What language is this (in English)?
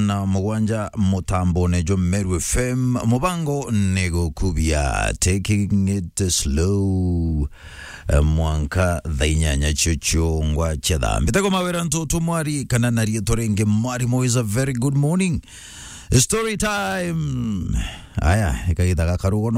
Meru